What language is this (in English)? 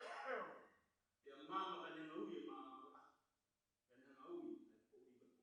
Tongan